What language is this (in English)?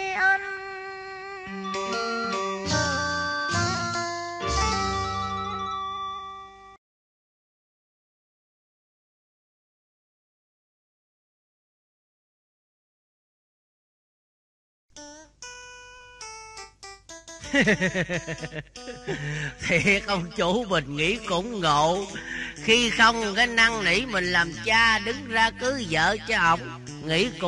Vietnamese